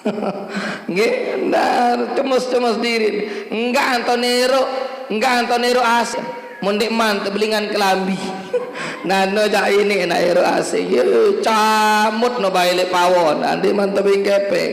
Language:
Sasak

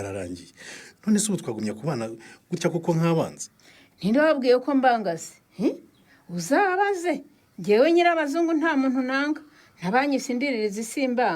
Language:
Kinyarwanda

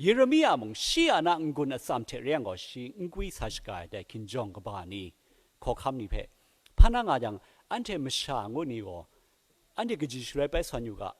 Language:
Kachin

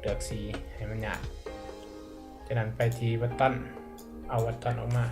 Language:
Lao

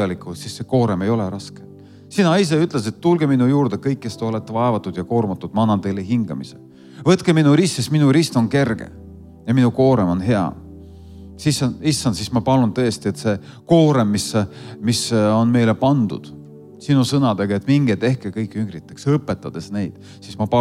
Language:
Estonian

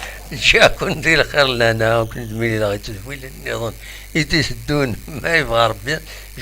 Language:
Kabyle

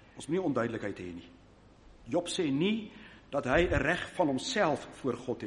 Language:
Afrikaans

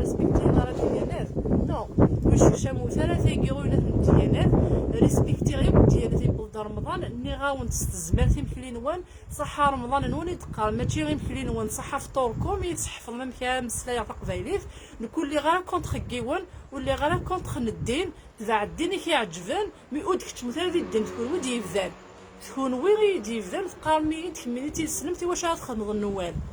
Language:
Kabyle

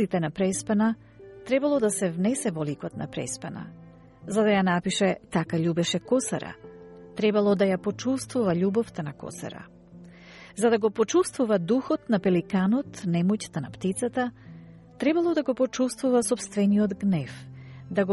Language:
Macedonian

